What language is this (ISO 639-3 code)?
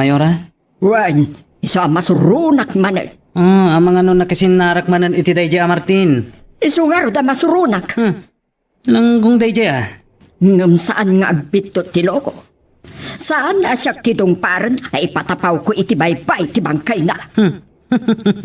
ilo